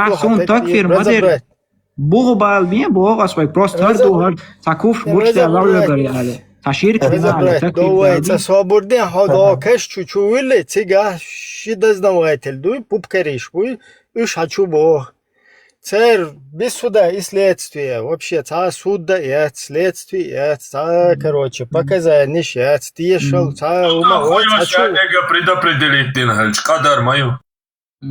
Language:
Chechen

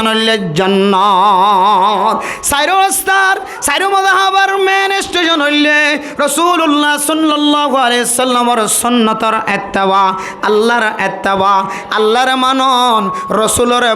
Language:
Rohingya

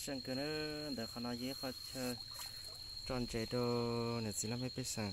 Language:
Hmong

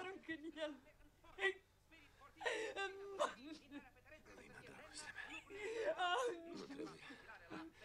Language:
Romanian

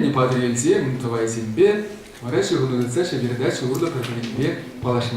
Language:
Chuvash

